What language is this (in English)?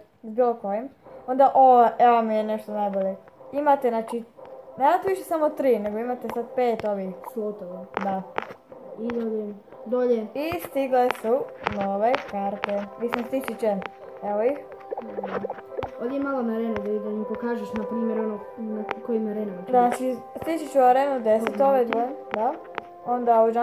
Croatian